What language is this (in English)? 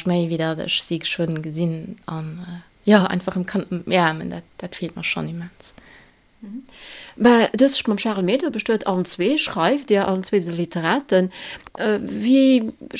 Luxembourgish